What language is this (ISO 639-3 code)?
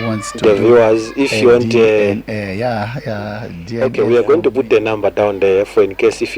nya